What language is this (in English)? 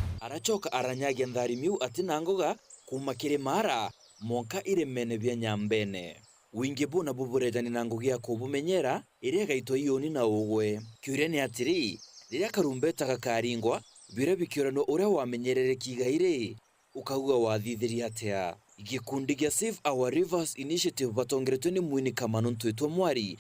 Meru